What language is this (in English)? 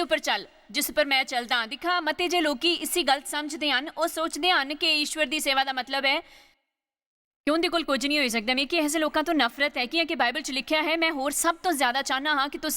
Dogri